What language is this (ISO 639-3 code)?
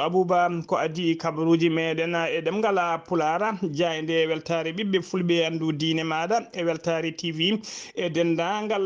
ful